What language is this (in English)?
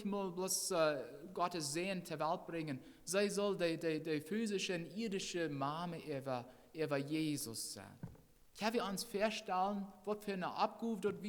Plautdietsch